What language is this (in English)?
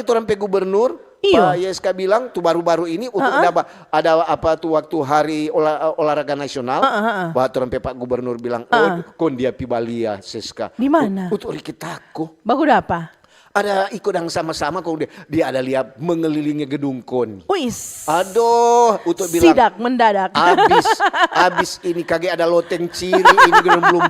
Manado Malay